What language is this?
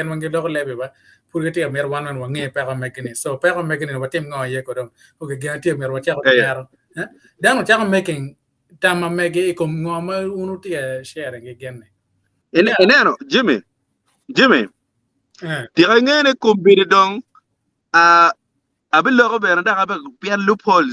Acoli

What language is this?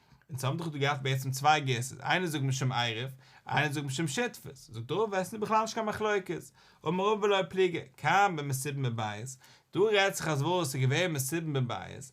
Yiddish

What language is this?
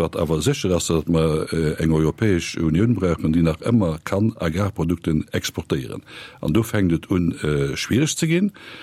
Luxembourgish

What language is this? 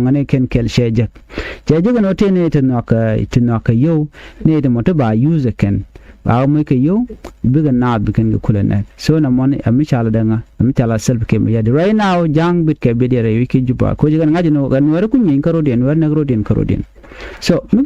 Nuer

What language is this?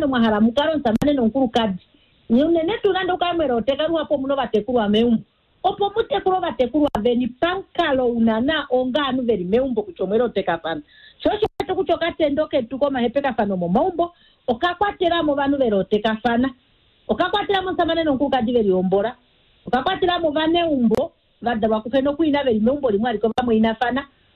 Kuanyama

